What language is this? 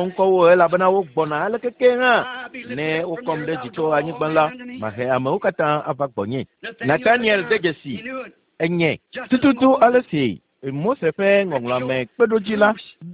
Ewe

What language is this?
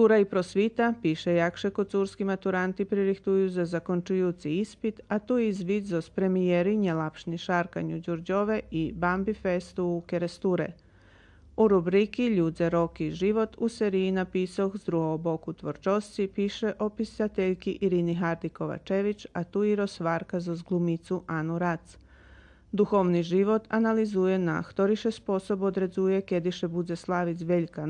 Rusyn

